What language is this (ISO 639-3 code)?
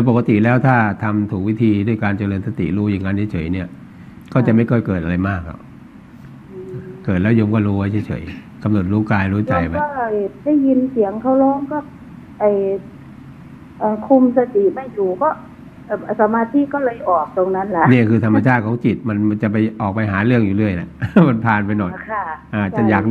tha